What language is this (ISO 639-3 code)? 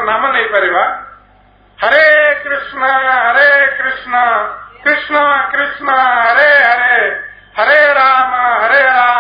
ori